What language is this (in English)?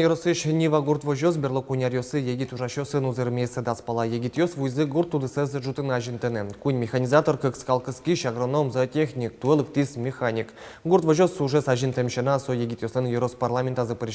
Udmurt